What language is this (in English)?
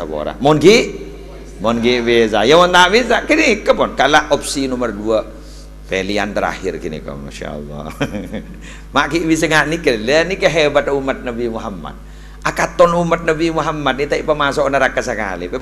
Madurese